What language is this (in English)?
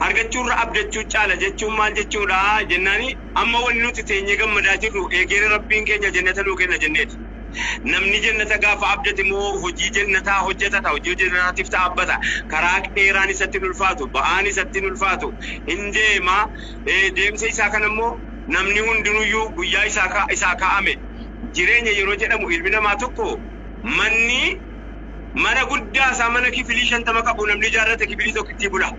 Oromo